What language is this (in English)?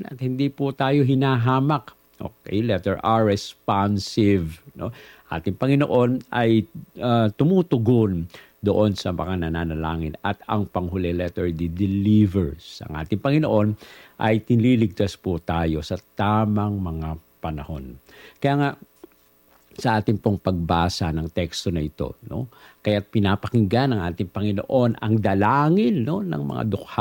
Filipino